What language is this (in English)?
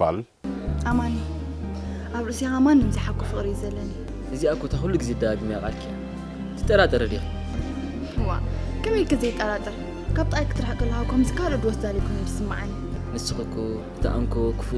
Tigrinya